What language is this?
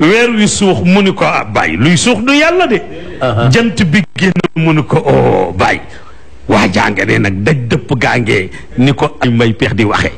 Wolof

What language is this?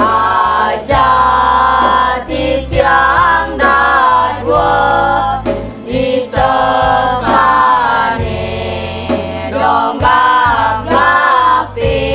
Balinese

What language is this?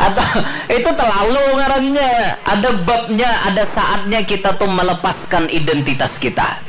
Banjar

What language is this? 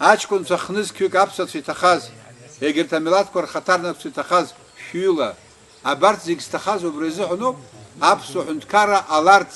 Abkhazian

